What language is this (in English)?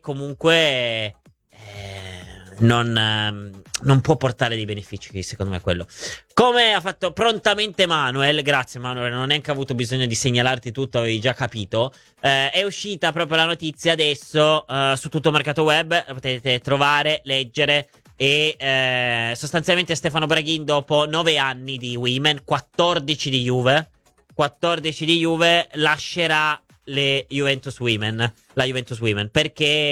Italian